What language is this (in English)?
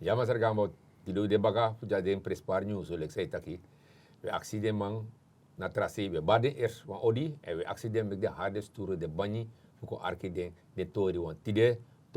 Sranan Tongo